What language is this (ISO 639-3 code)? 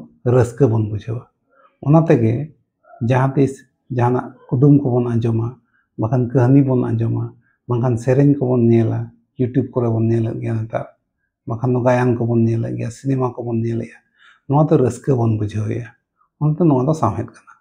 sat